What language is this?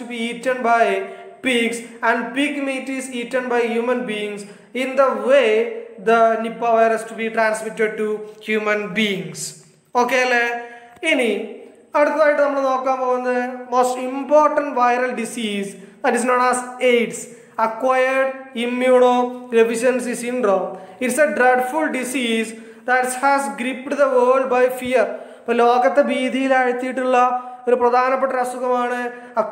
Malayalam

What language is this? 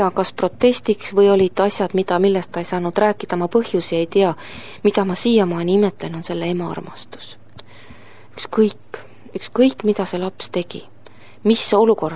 Estonian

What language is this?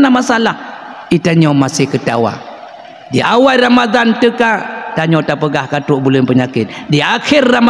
Achinese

